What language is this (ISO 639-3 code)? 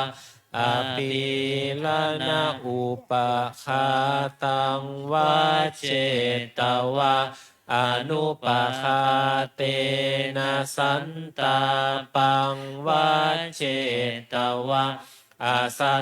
pli